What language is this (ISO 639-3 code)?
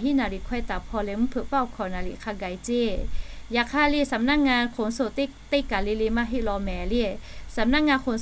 lhu